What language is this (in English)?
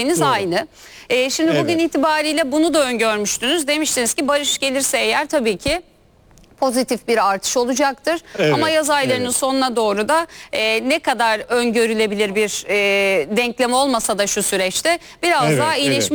Turkish